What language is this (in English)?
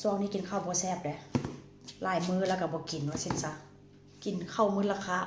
Northeastern Thai